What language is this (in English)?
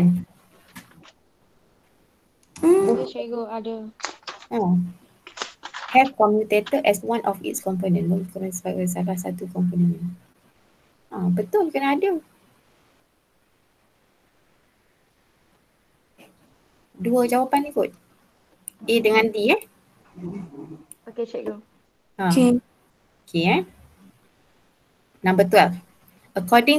Malay